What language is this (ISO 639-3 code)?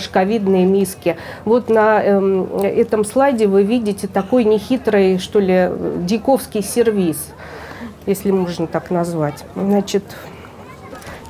rus